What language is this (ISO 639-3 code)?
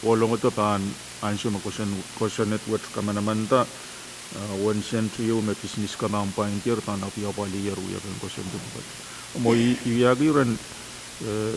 pon